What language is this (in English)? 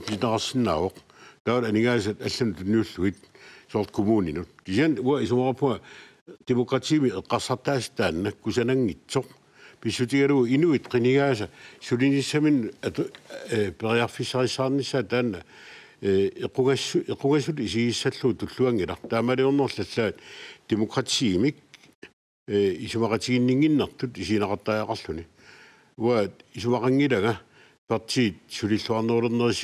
Kalaallisut